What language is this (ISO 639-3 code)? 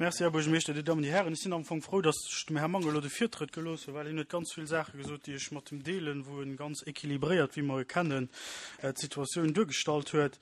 ltz